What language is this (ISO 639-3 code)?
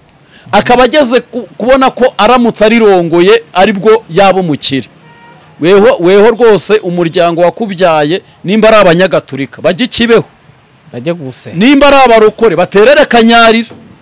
kin